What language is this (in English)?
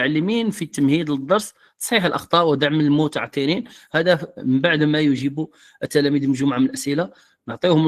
Moroccan Arabic